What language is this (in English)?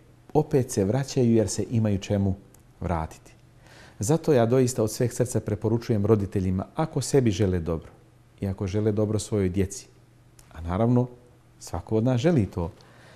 Bosnian